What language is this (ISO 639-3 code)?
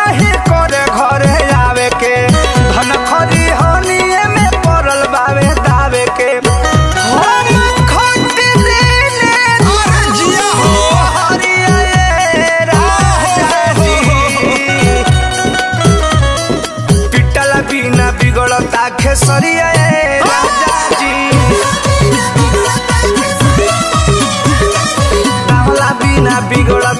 bho